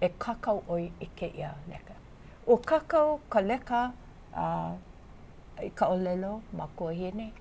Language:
Hawaiian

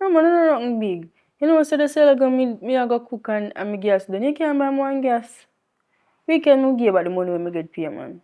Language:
Jamaican Creole English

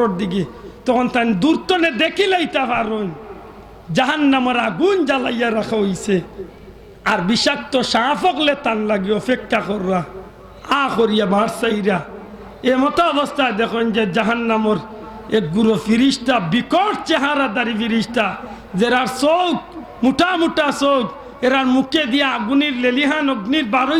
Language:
Sylheti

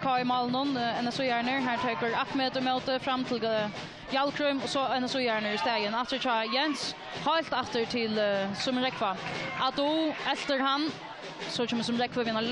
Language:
Faroese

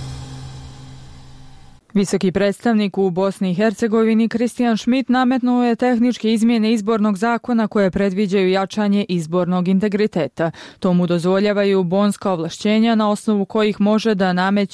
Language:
Bosnian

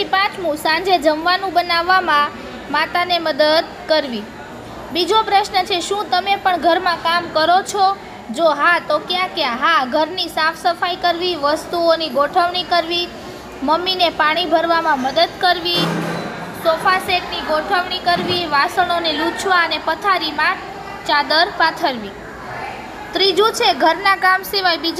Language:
Gujarati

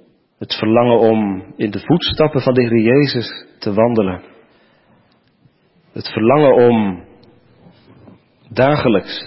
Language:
Dutch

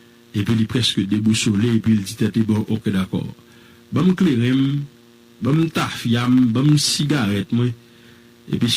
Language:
Haitian Creole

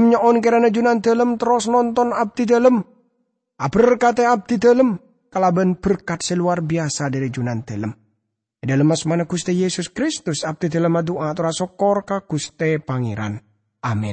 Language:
Madurese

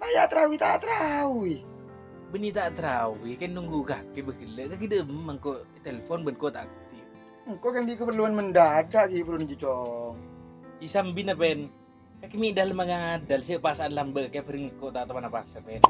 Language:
Madurese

